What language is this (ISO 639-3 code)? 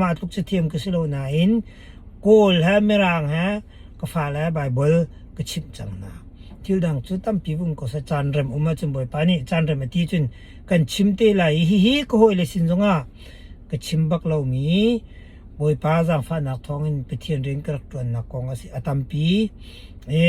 cnh